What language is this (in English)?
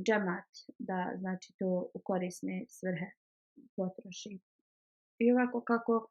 Bosnian